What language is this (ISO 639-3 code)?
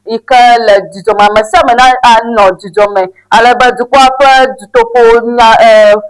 ewe